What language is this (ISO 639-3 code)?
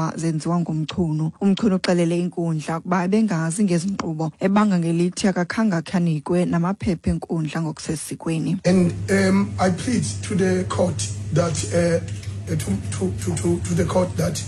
xho